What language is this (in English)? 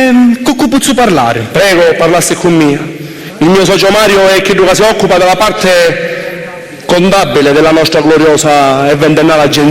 Sicilian